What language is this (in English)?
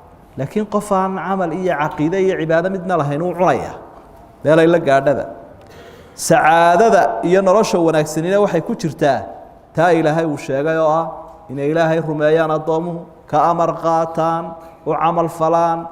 Somali